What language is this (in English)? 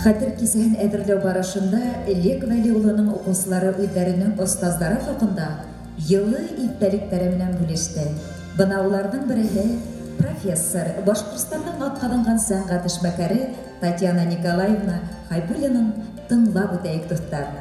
Bashkir